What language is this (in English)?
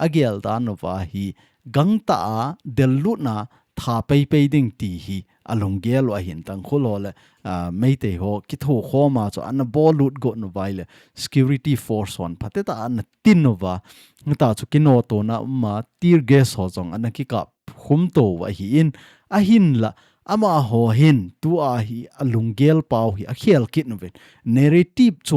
Thado Chin